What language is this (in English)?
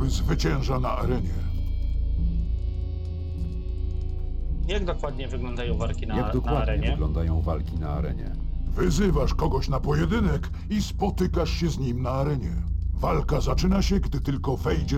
Polish